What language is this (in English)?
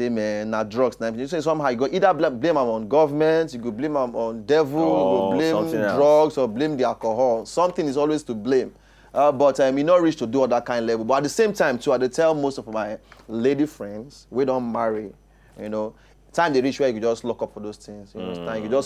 Nigerian Pidgin